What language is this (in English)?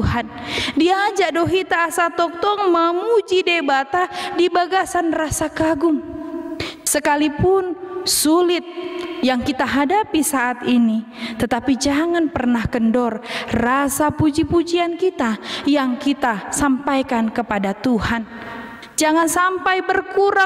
Batak Toba